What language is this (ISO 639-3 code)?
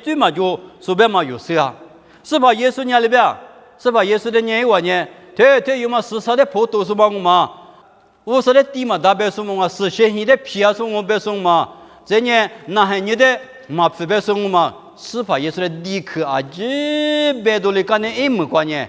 lis